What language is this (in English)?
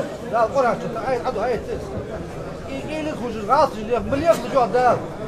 Ingush